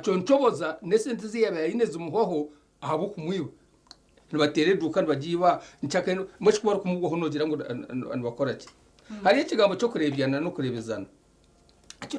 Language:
Nyankole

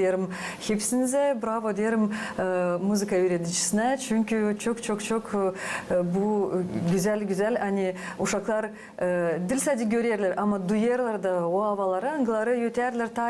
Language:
Gagauz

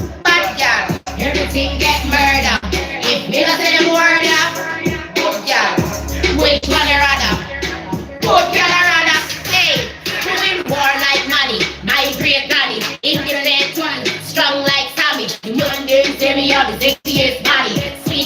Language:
Jamaican Creole English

